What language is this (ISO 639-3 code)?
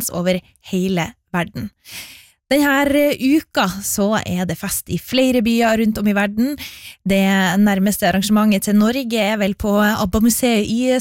nor